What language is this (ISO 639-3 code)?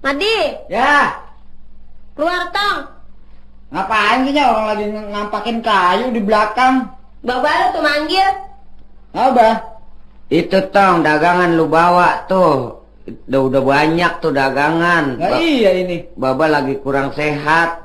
bew